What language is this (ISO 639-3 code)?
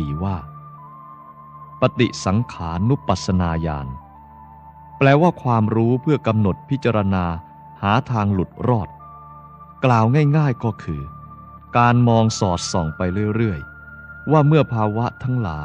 tha